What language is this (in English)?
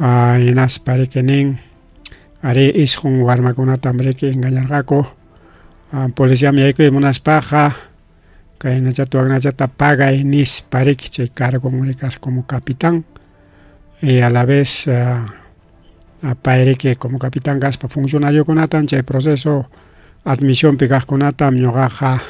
Ayacucho Quechua